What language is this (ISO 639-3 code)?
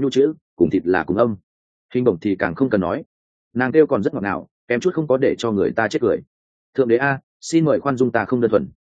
vie